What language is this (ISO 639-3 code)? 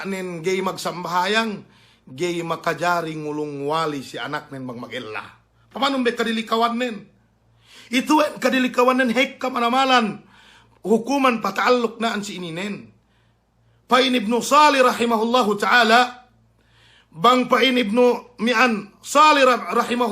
yka